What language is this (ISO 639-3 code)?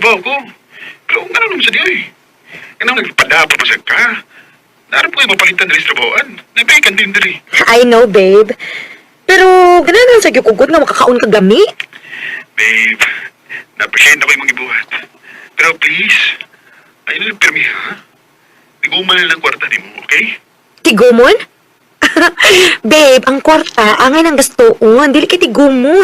ceb